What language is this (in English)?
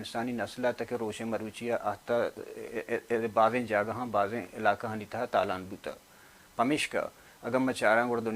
Baluchi